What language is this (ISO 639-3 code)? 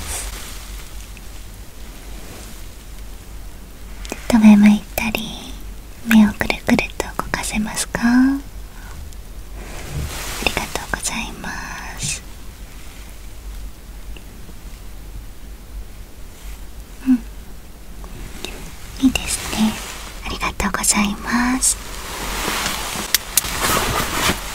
jpn